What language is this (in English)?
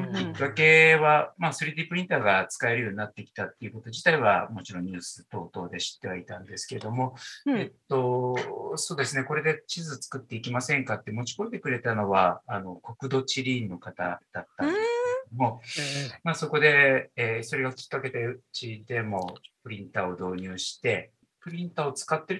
Japanese